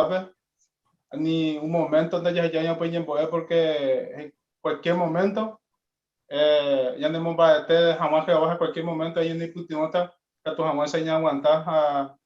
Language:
Guarani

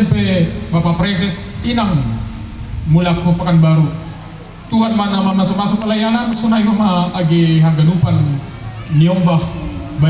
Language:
Batak Simalungun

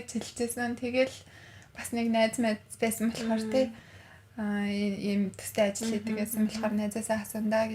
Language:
Mongolian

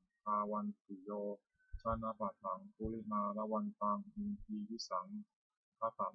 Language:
Pali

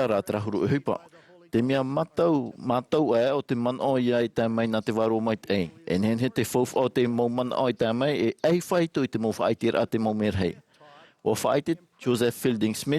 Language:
Tahitian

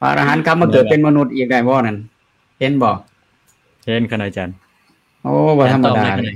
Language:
Lao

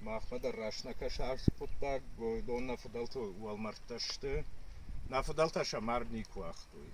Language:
Ossetic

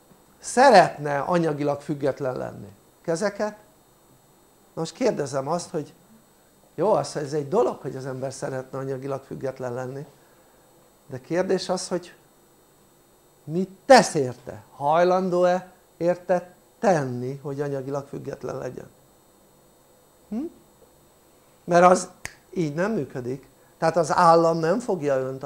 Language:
Hungarian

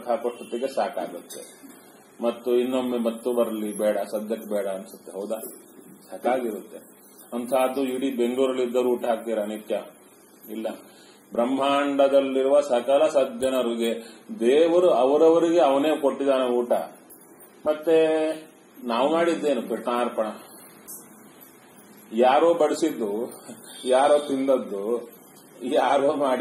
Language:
Kannada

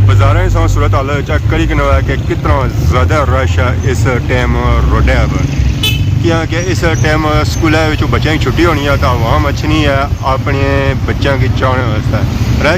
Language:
Pahari-Potwari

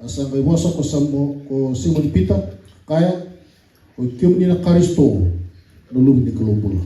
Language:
Fijian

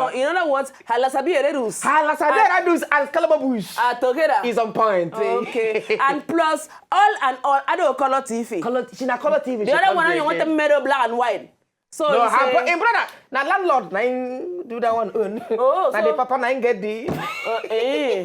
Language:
Nigerian Pidgin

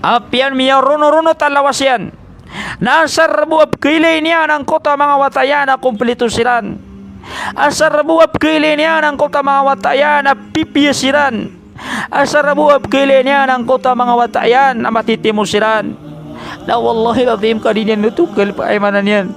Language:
Maranao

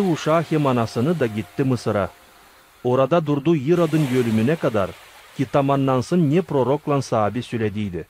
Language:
Gagauz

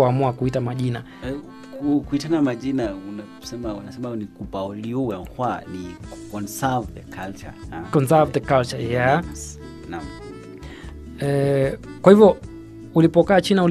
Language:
Swahili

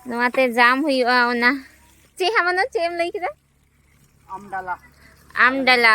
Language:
Santali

